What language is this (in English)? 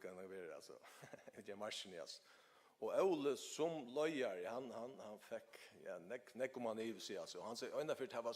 Faroese